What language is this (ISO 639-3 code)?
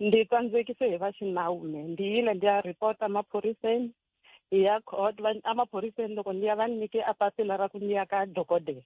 tso